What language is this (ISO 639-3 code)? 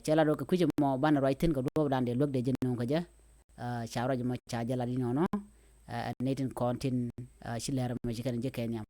nus